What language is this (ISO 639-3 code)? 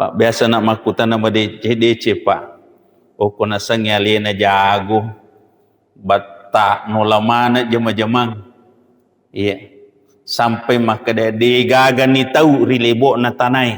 bug